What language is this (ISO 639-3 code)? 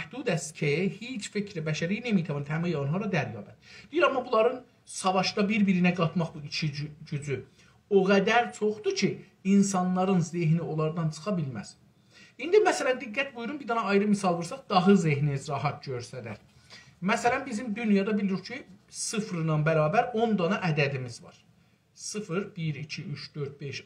azb